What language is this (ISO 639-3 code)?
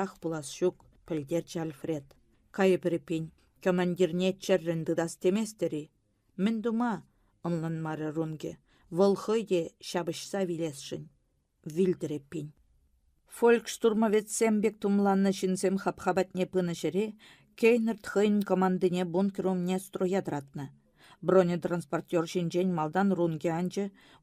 chv